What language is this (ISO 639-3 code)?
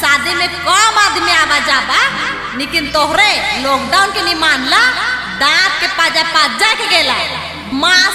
sck